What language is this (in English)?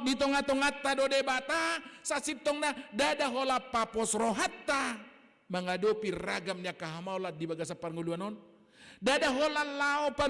Batak Toba